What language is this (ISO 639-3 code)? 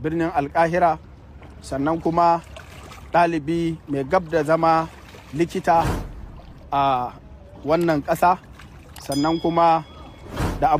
hau